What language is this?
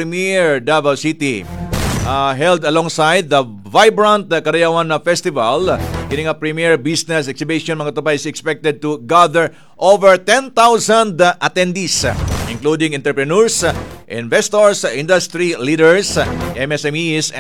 Cebuano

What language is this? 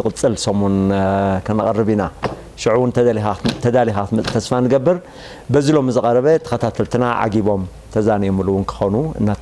Tigrinya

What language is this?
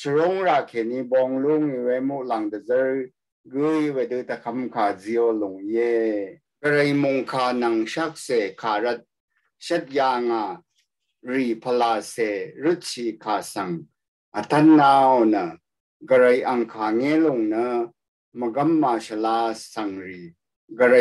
Rawang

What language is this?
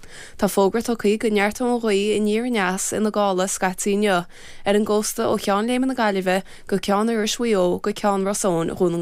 Irish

